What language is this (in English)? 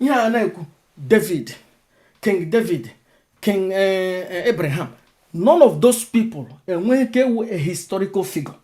Igbo